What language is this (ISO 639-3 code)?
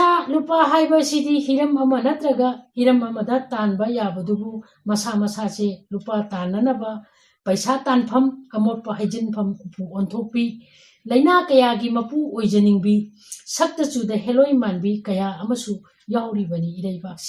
mni